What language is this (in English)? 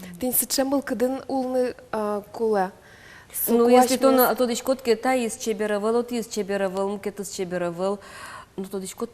Udmurt